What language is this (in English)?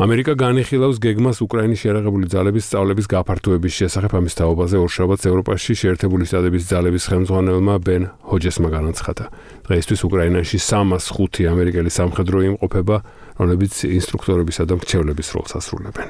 Georgian